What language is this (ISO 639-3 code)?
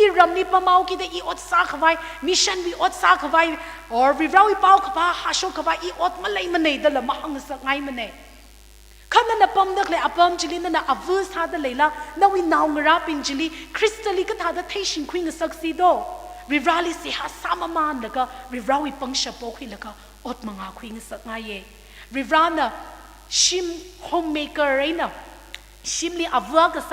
nmf